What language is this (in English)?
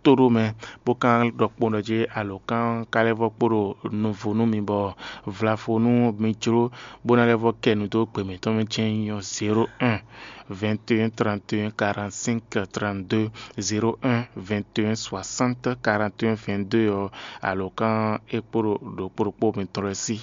Fon